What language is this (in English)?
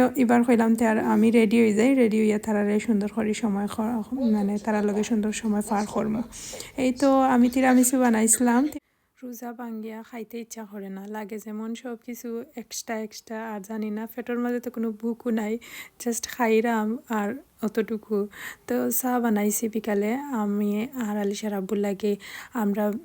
Sylheti